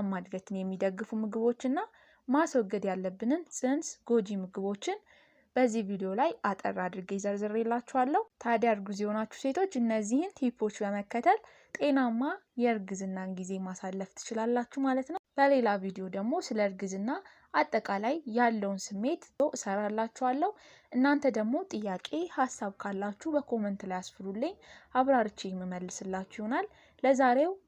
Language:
Amharic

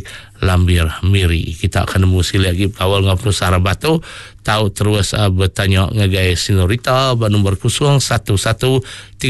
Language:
Iban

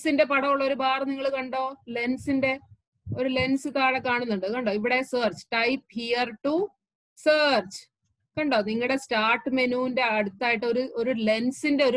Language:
Malayalam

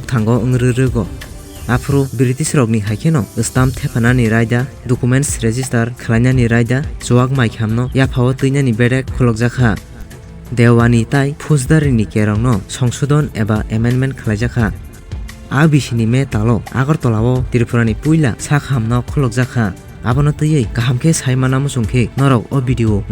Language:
Kok Borok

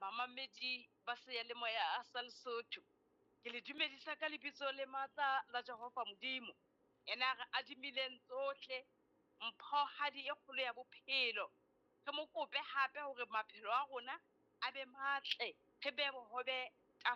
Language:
Southern Sotho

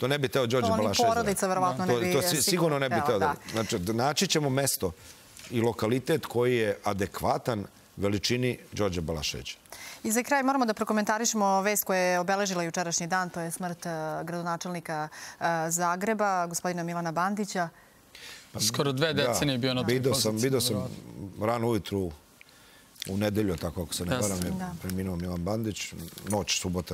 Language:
Serbian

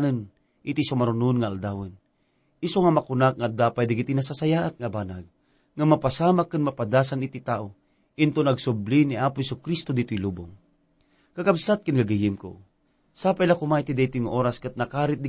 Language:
Iloko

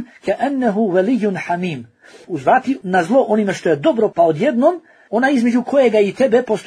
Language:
Bosnian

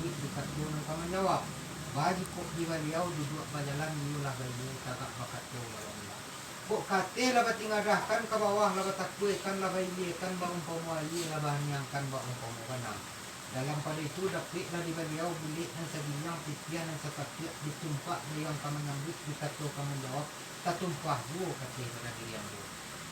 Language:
Minangkabau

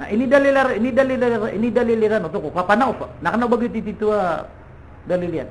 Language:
Maranao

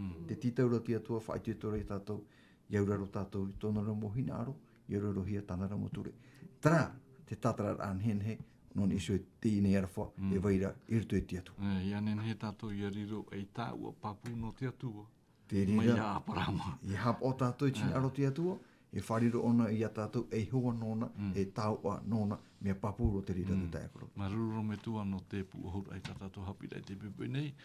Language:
Tahitian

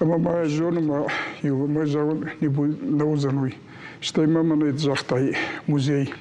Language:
Ossetic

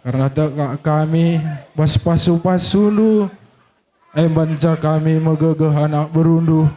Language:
Batak Karo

